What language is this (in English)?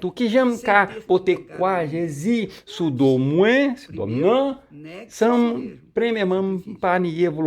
Haitian Creole